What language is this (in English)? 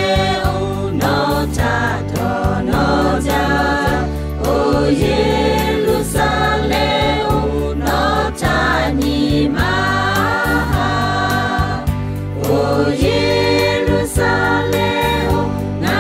Lahu